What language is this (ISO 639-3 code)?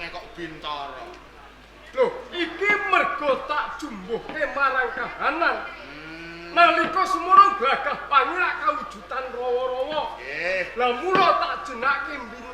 jav